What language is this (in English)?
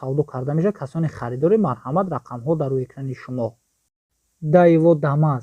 Tajik